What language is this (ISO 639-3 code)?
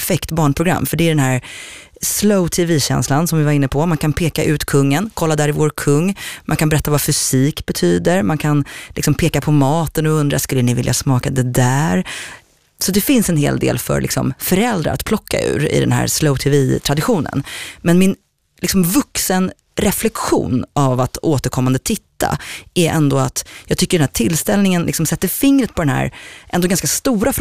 swe